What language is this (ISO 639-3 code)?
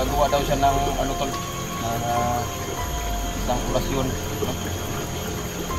fil